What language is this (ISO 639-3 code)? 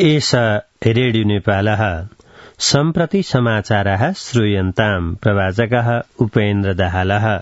san